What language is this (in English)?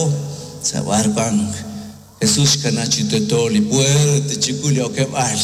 Kekchí